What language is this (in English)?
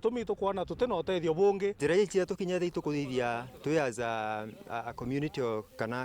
Meru